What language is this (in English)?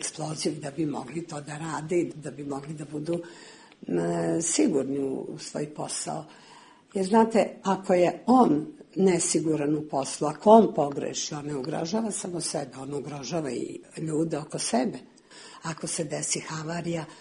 Serbian